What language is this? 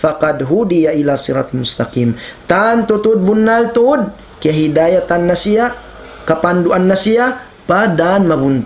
Tausug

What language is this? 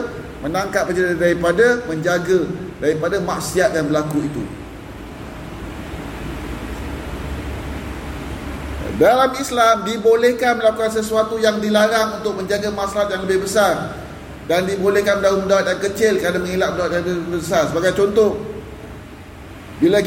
Malay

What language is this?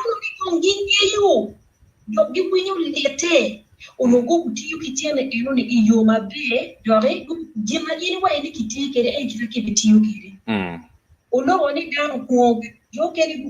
Acoli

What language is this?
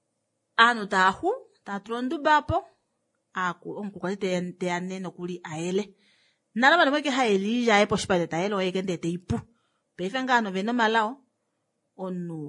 Kuanyama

